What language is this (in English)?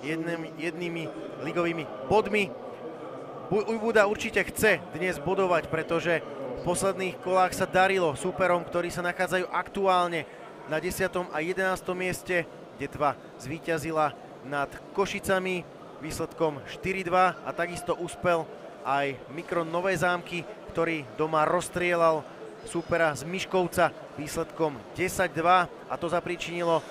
Slovak